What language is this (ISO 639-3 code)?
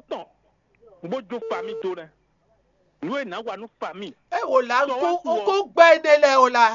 fon